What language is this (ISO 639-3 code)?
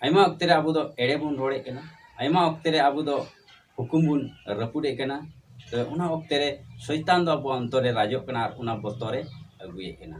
sat